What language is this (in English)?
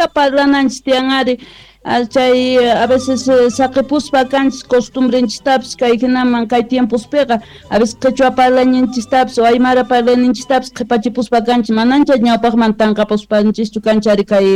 South Bolivian Quechua